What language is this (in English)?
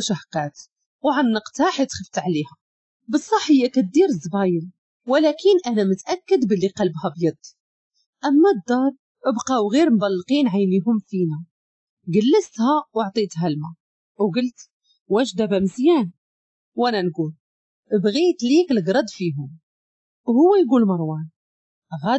Moroccan Arabic